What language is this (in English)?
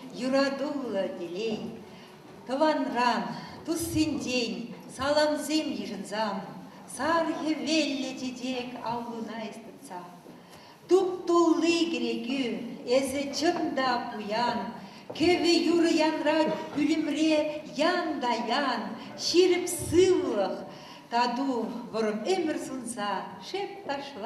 Chuvash